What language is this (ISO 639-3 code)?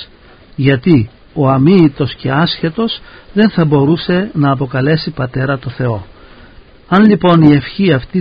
ell